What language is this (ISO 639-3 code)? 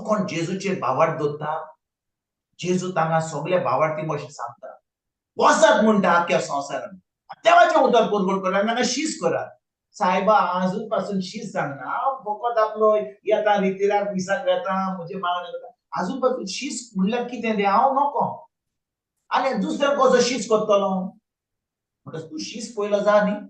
kok